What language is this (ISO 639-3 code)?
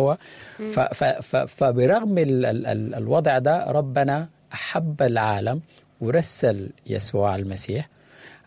apd